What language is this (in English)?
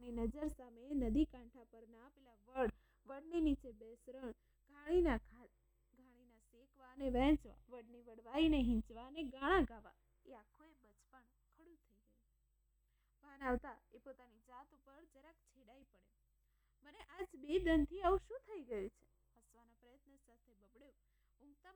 Gujarati